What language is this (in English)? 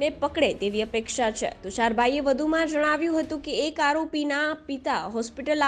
Gujarati